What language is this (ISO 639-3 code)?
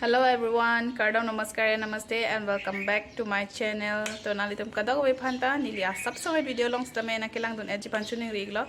mjw